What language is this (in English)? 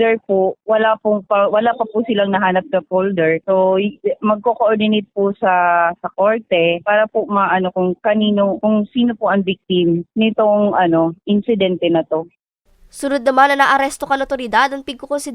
Bikol